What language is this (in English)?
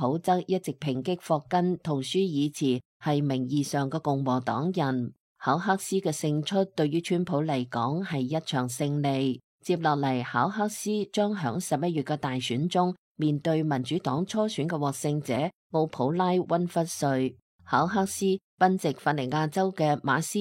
Cantonese